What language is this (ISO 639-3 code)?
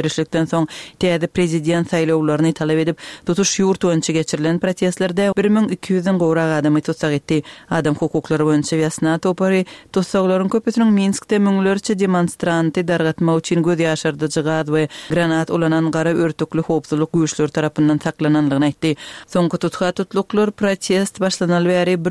kir